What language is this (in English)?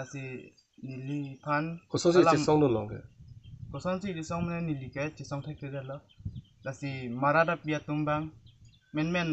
Karbi